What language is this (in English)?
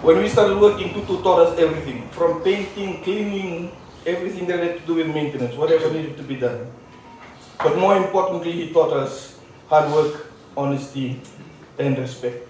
Fijian